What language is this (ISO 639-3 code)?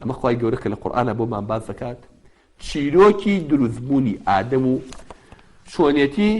ckb